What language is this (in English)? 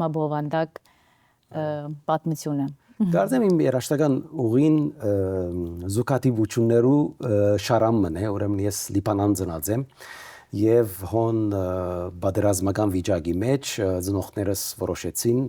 Western Armenian